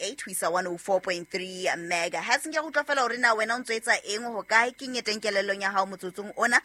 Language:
Southern Sotho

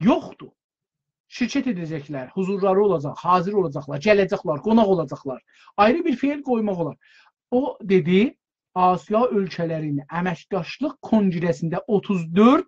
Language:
South Azerbaijani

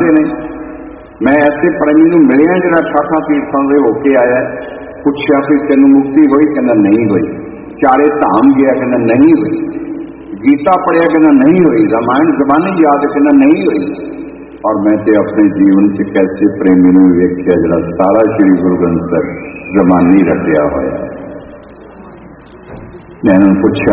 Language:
Punjabi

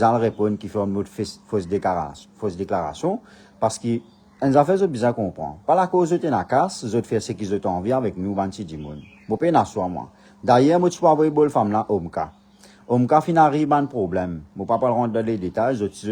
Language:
Morisyen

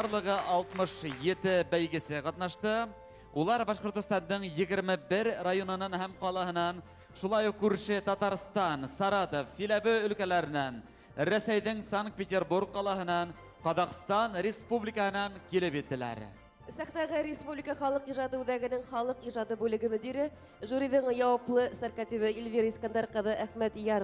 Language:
Bashkir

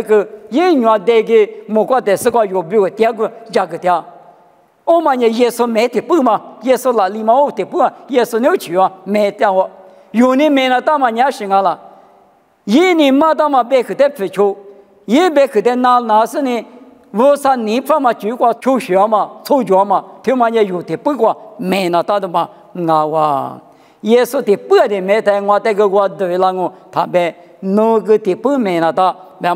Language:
Lisu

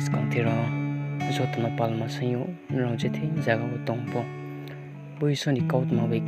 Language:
Riang (India)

